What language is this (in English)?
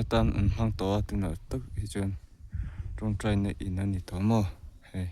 Mizo